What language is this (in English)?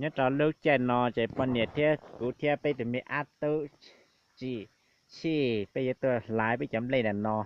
Hmong